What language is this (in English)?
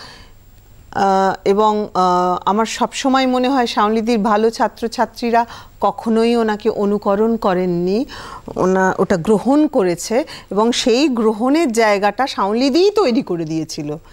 Bangla